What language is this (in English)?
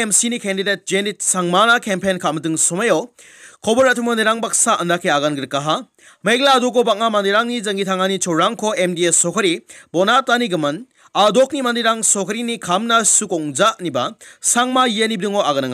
Garo